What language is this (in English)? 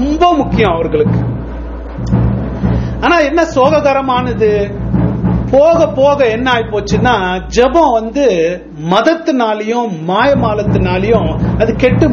Tamil